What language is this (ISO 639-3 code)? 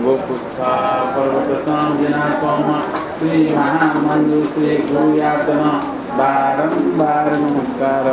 new